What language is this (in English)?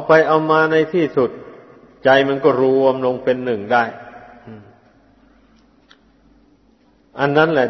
Thai